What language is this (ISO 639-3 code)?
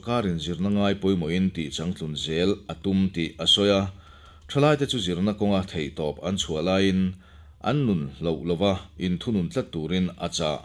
lus